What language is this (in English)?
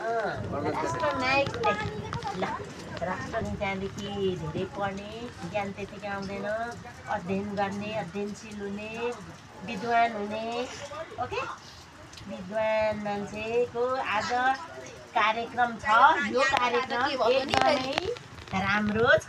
Nepali